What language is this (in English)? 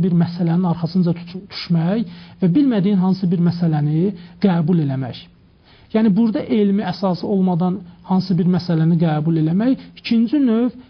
Azerbaijani